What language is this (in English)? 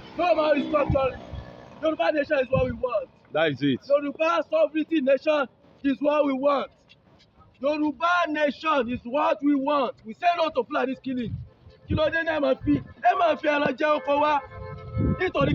Yoruba